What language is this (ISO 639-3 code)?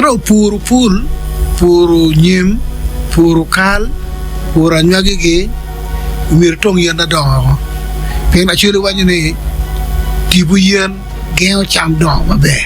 ach